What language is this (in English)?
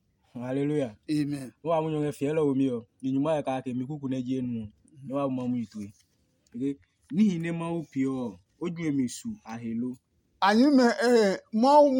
Adangme